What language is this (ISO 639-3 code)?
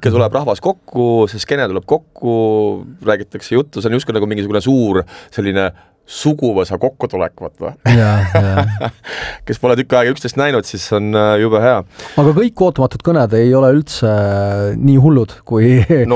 est